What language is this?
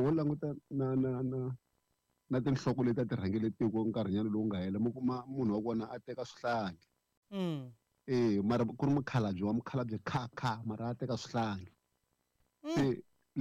Tsonga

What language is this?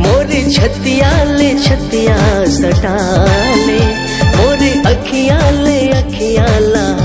Chhattisgarhi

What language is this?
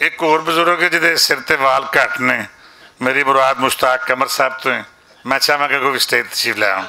Western Panjabi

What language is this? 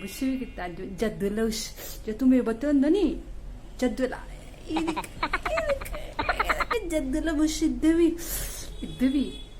Dogri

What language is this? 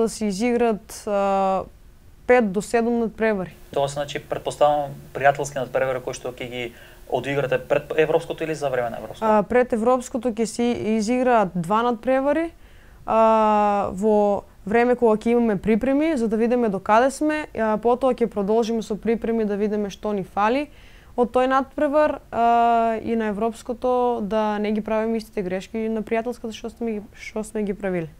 Macedonian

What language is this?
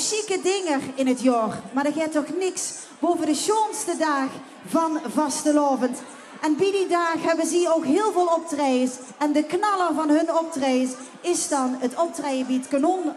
Limburgish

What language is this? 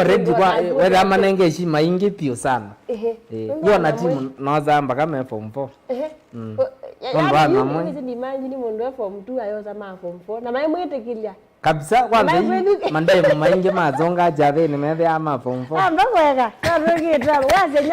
Kamba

